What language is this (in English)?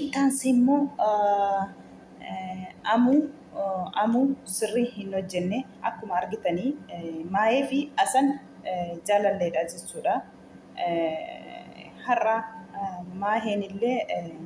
Oromo